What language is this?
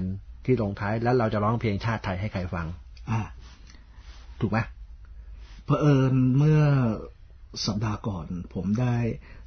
Thai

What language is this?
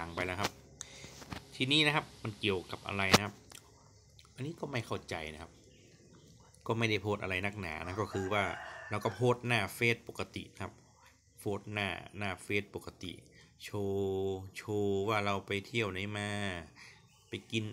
Thai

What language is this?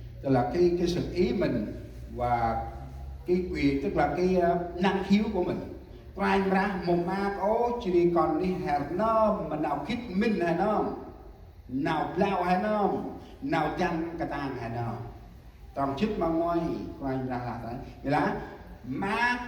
Central Mnong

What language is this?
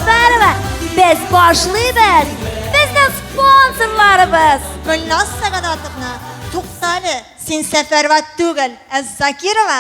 Tatar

